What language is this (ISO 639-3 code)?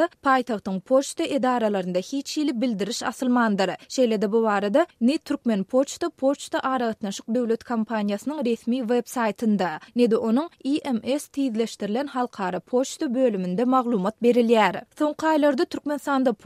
tuk